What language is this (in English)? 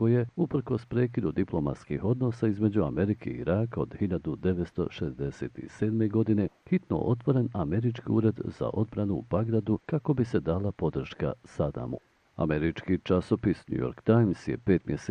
Bosnian